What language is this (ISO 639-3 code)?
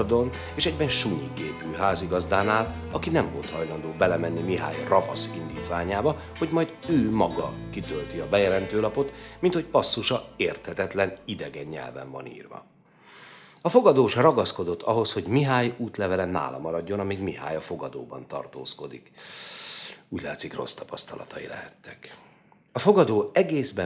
hun